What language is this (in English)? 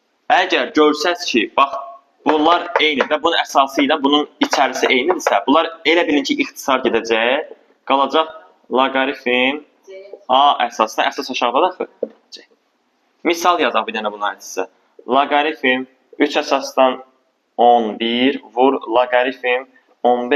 Azerbaijani